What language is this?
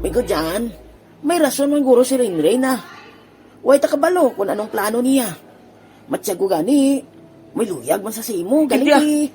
Hiligaynon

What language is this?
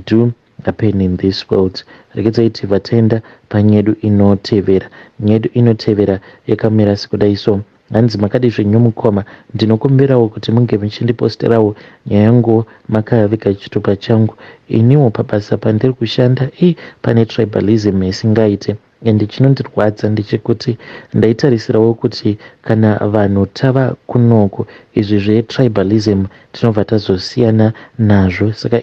Shona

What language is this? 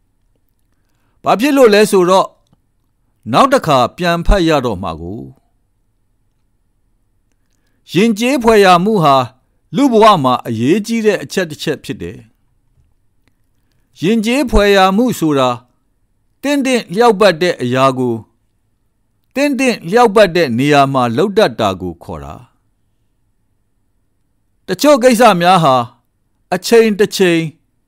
Burmese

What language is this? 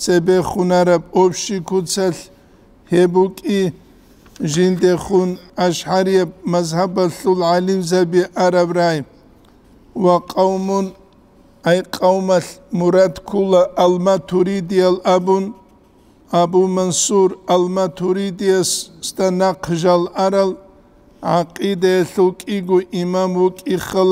Avaric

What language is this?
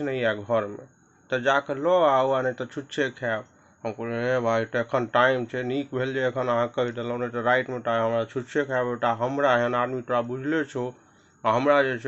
Maithili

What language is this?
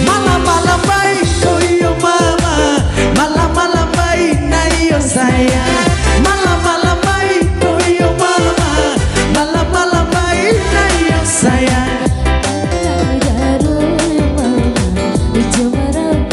Minangkabau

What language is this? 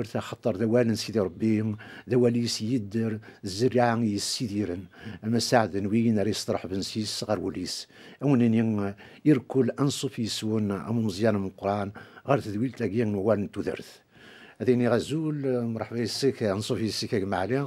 Kabyle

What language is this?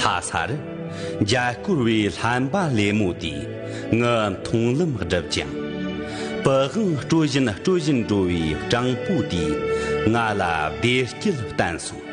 Tibetan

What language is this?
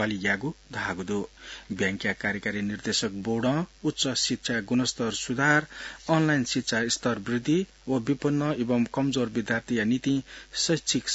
Newari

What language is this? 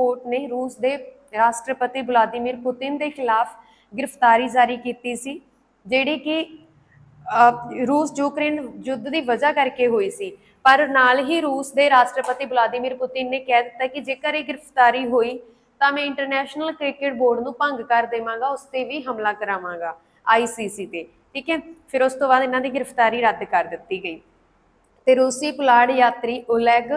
Punjabi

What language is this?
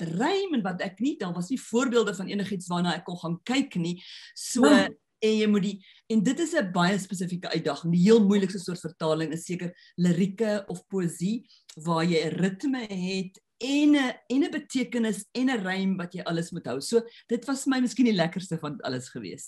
Afrikaans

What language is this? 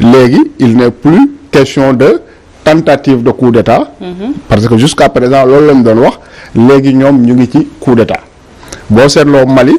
Wolof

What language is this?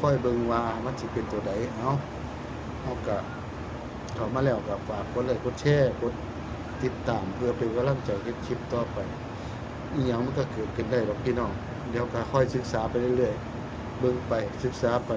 Northeastern Thai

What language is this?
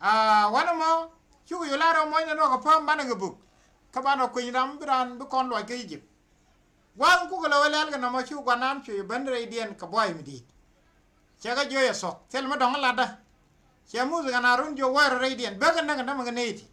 Nuer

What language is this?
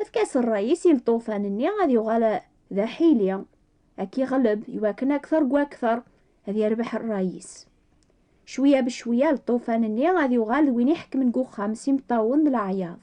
Kabyle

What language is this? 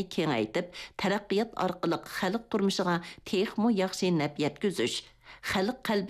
Uyghur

